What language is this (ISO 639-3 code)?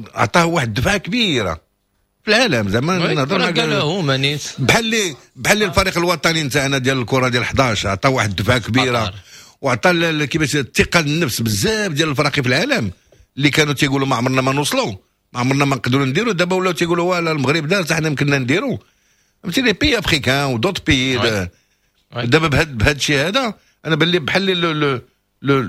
ary